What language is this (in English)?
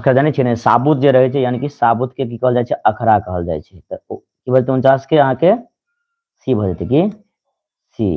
Maithili